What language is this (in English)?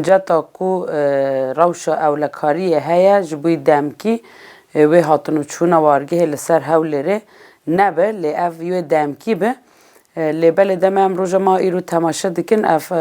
Kurdish